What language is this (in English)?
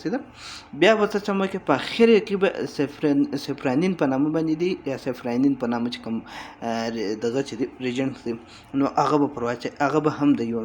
Pashto